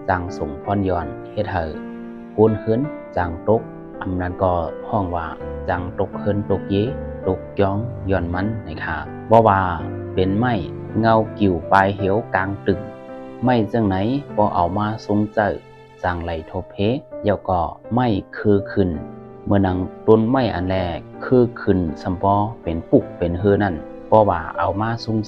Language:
Shan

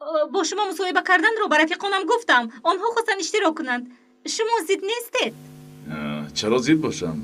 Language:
Tajik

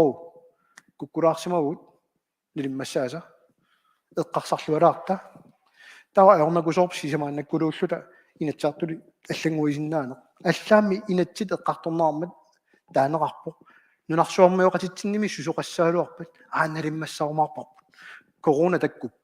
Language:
Kalaallisut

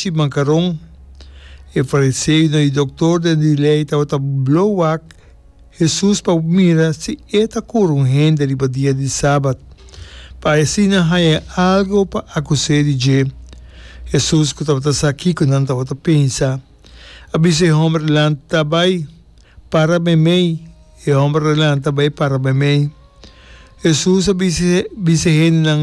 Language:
Papiamento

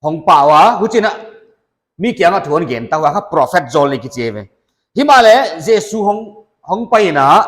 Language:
Paite Chin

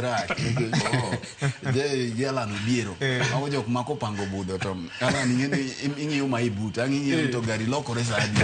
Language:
Luo (Kenya and Tanzania)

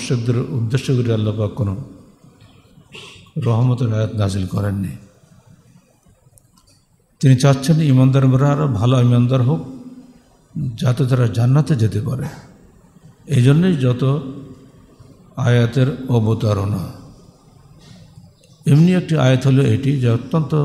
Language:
Bangla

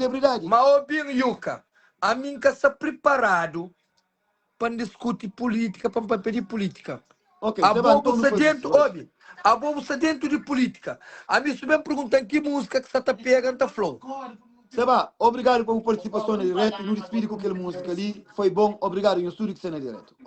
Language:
Kabuverdianu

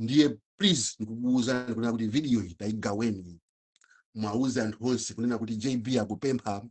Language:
Nyanja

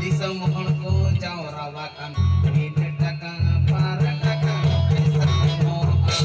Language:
Santali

